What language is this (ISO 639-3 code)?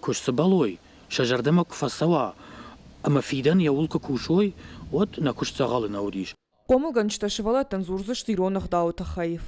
oss